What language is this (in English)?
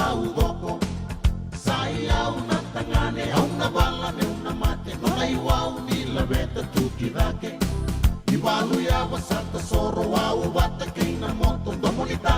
Fijian